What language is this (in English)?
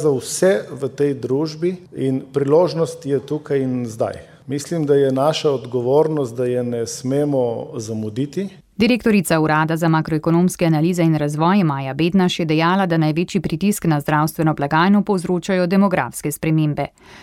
Slovenian